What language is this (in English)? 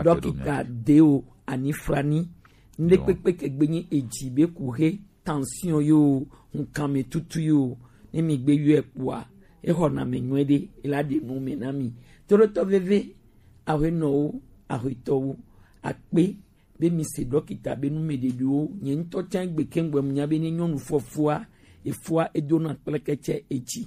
Gen